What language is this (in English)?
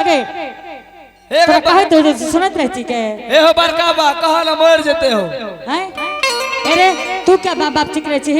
Angika